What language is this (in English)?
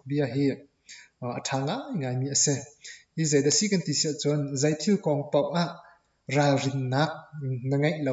Hakha Chin